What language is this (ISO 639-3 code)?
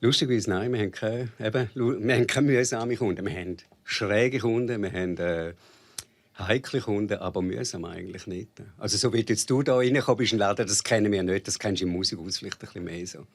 roh